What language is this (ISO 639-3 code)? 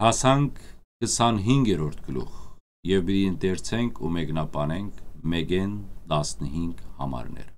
hyw